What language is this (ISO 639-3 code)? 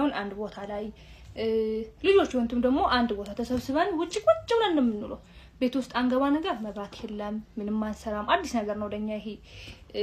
amh